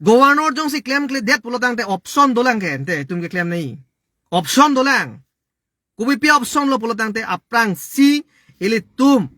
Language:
Karbi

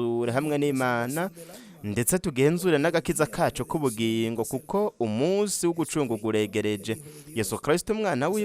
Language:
Rundi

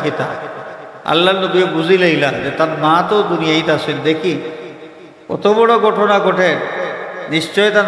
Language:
Sylheti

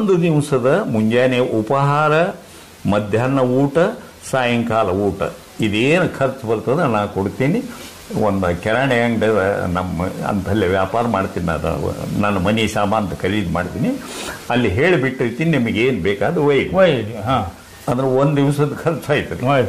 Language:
Kannada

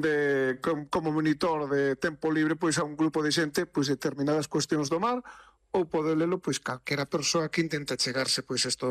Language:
Galician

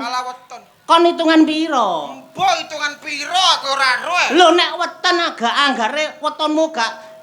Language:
Javanese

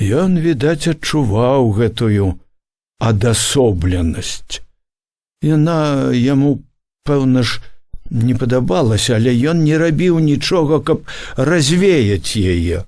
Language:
Belarusian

